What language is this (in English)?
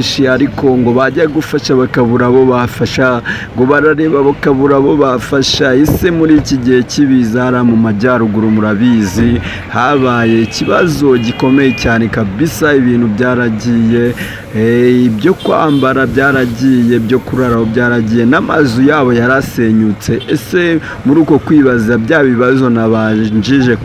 Kinyarwanda